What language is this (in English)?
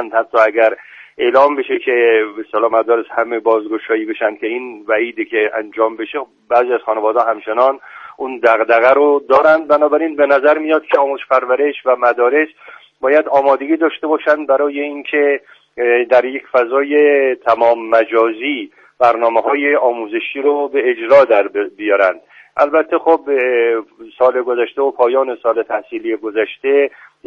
Persian